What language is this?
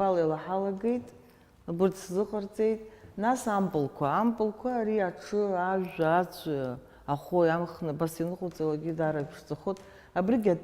Abkhazian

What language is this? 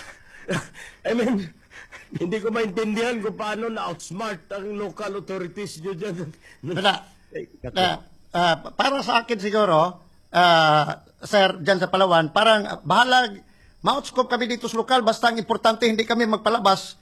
Filipino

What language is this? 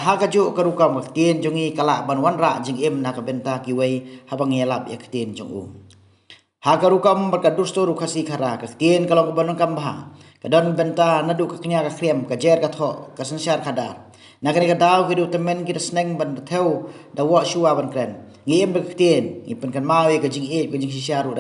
Khasi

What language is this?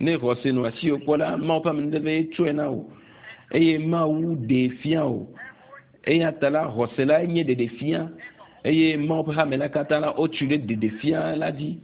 Ewe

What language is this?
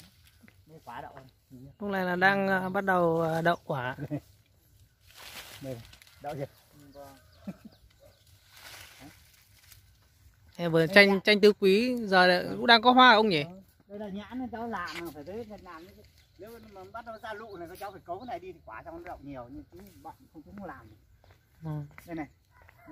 Vietnamese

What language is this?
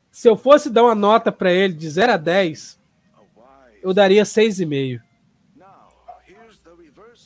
Portuguese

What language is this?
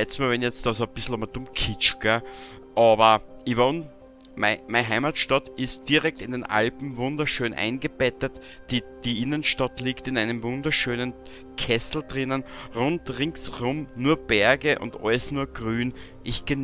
Bavarian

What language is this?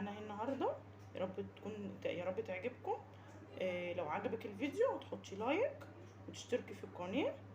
Egyptian Arabic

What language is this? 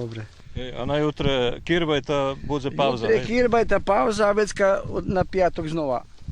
Rusyn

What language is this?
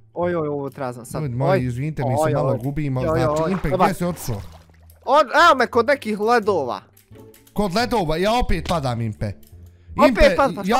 Bosnian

